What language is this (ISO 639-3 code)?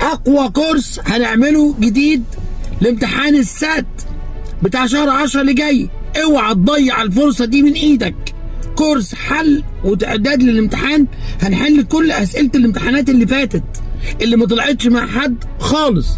arz